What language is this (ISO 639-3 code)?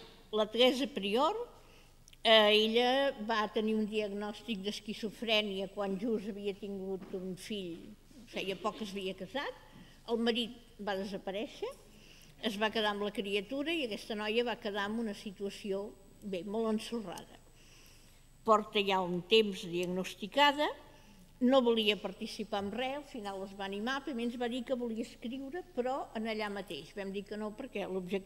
cat